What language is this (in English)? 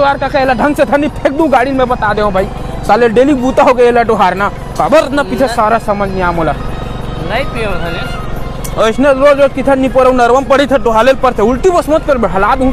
Chhattisgarhi